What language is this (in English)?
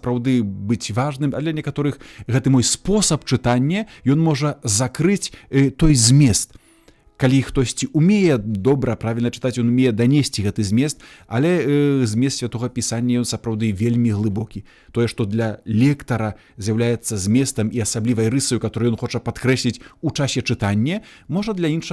Belarusian